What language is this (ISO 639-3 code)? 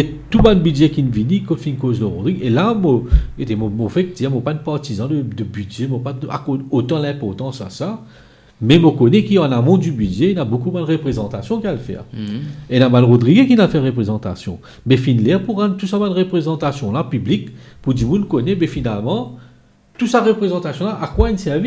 mfe